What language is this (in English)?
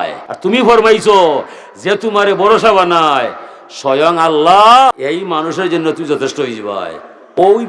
Sylheti